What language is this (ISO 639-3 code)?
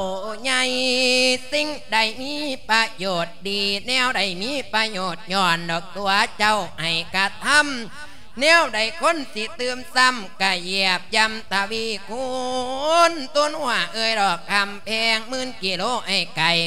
lao